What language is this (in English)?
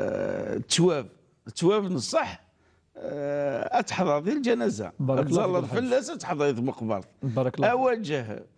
Kabyle